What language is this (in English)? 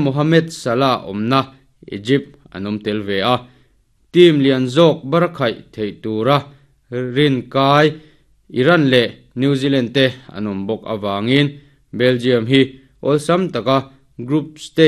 Mizo